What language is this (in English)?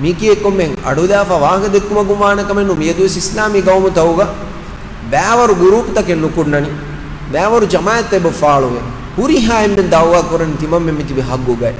Divehi